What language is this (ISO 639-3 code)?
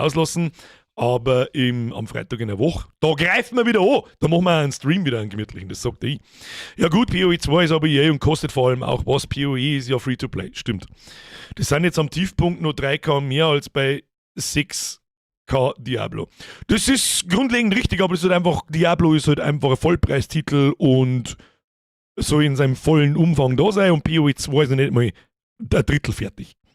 bar